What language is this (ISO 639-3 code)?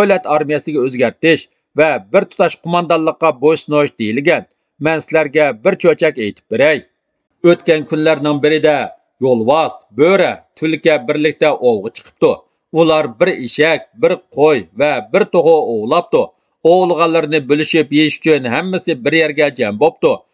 uig